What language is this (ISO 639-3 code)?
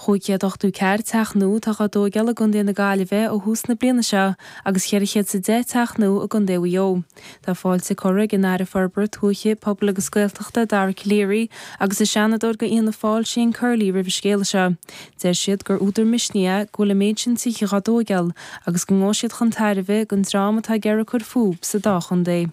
gle